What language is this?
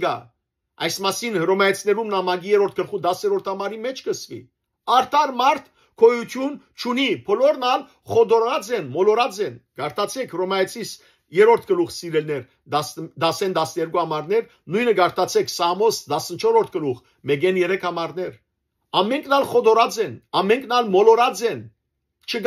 Western Armenian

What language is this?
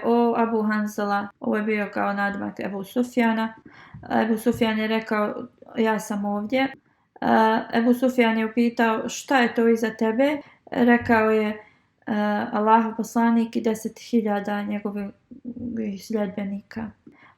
Bosnian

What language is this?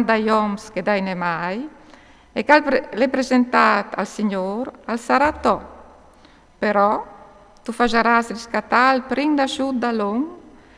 Friulian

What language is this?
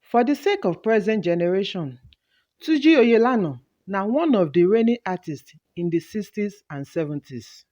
Nigerian Pidgin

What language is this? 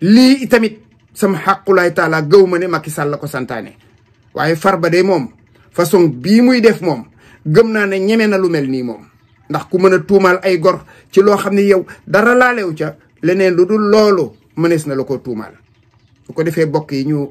Wolof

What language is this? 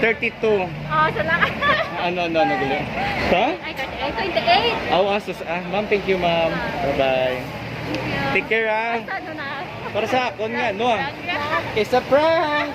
Hiligaynon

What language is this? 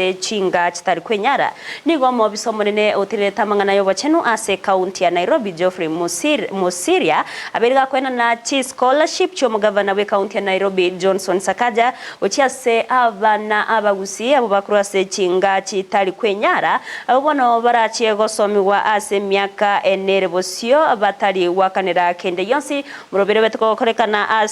Gusii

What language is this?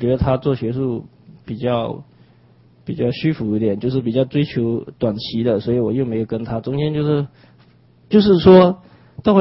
Chinese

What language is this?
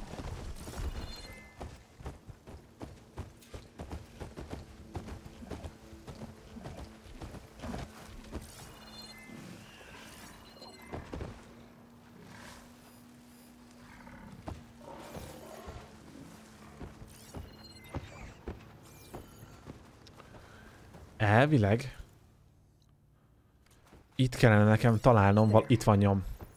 Hungarian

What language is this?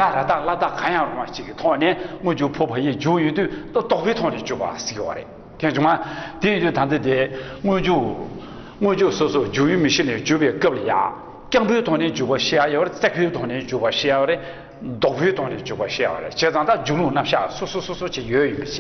Tibetan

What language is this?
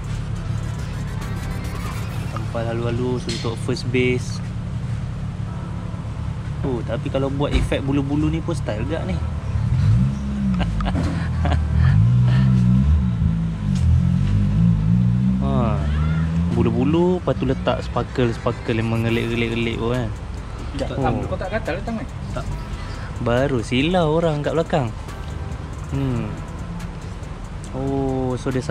Malay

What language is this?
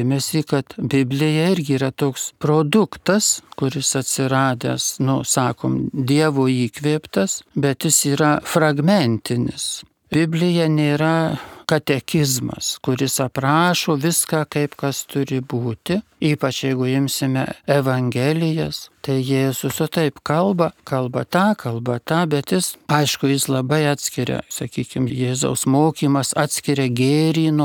Lithuanian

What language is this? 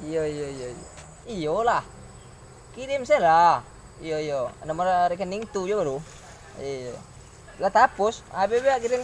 Minangkabau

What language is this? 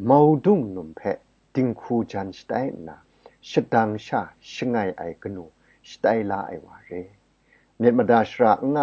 Kachin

